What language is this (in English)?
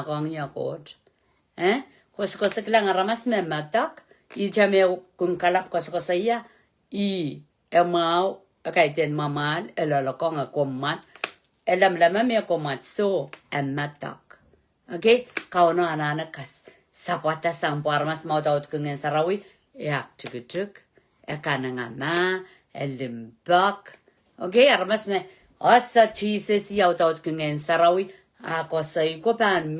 Pohnpeian